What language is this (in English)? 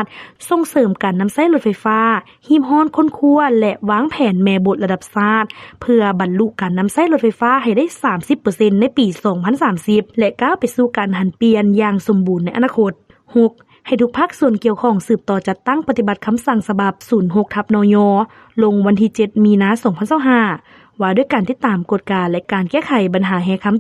Lao